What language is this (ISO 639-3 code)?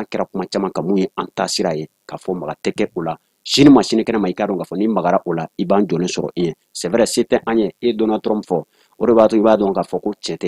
bam